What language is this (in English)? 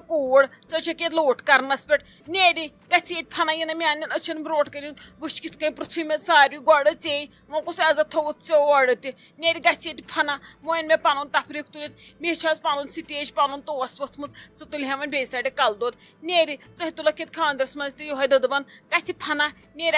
Kashmiri